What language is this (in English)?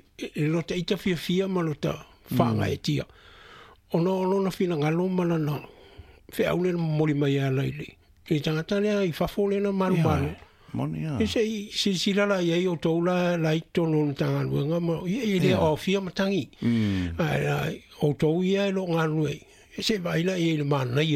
Samoan